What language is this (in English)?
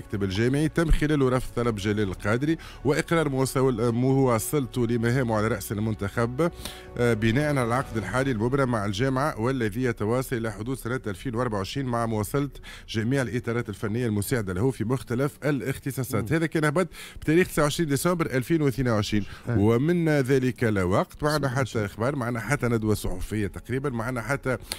Tunisian Arabic